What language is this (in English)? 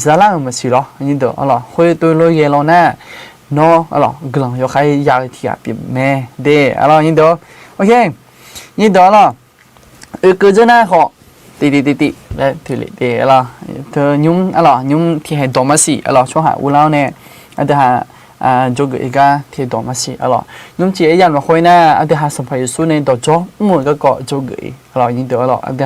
Akha